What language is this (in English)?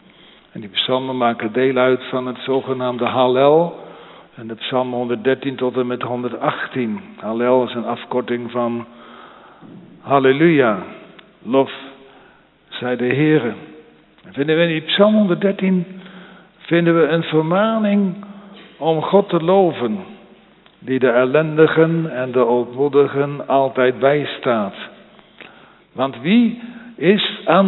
Dutch